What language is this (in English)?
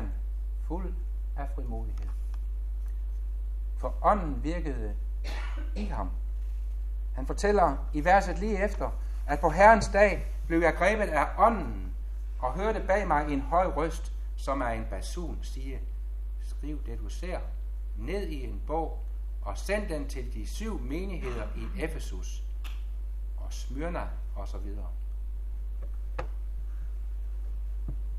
Danish